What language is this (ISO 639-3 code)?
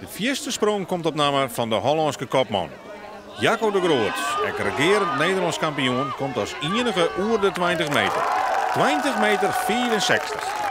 fry